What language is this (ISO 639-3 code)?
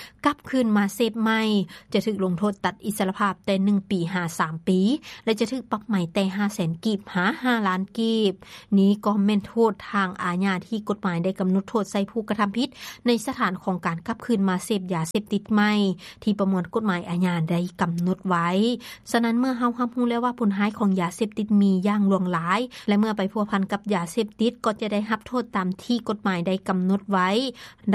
lao